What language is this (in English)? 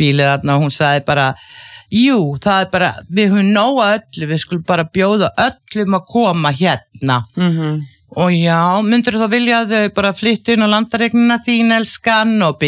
Icelandic